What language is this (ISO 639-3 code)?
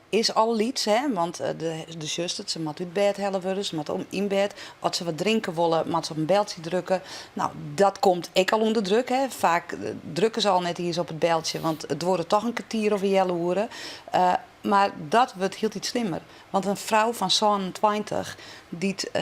fry